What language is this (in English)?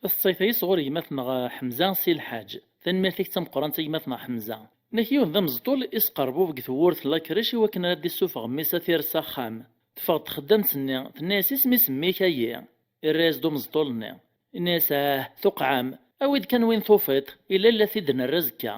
Kabyle